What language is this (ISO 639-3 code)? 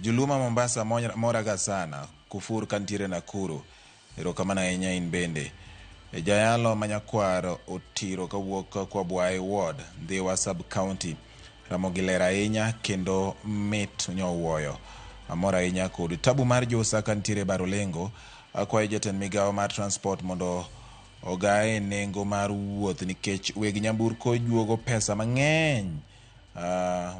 luo